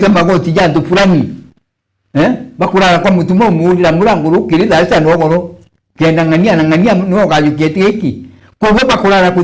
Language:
Meru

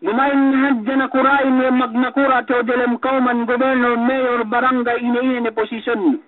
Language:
Yakan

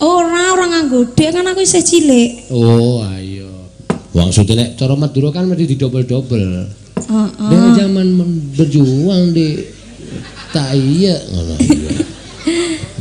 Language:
Javanese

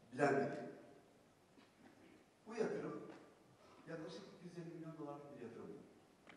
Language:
Turkish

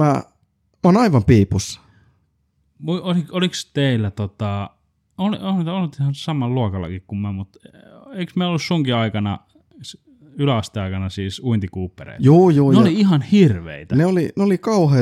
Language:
Finnish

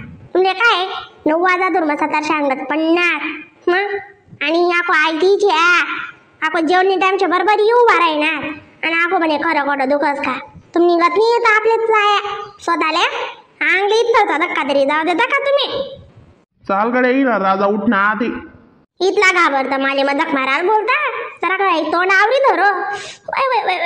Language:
Khandesi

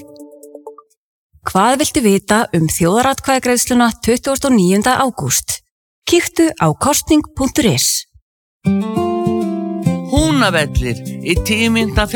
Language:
Icelandic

